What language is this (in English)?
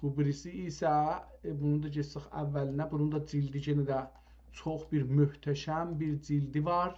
South Azerbaijani